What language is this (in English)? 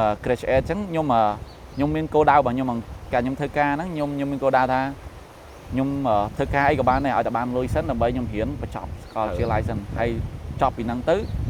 Khmer